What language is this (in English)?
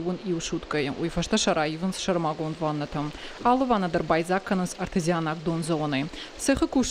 Ossetic